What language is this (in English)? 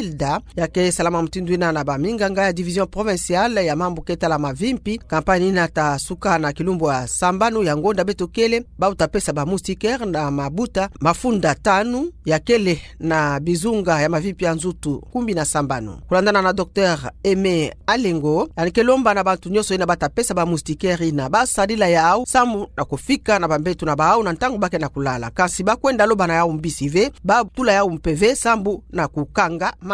Kituba (Democratic Republic of Congo)